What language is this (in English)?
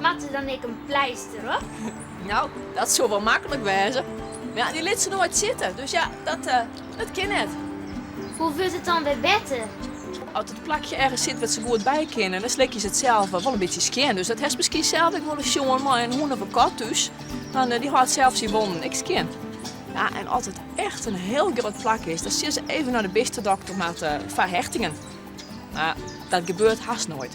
Western Frisian